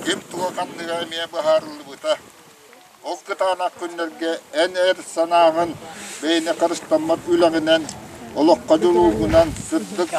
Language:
Yakut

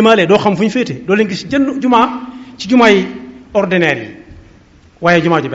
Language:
Wolof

